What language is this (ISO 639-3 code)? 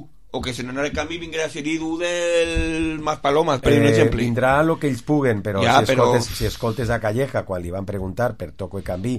cat